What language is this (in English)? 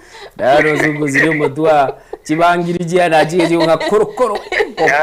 Gusii